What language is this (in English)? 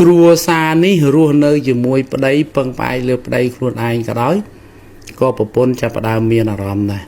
Khmer